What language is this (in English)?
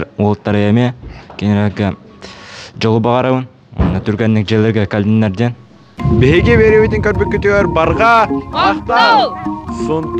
Yakut